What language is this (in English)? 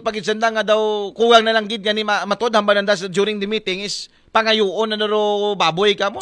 Aklanon